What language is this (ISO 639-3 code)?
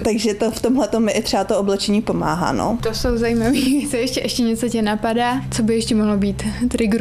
ces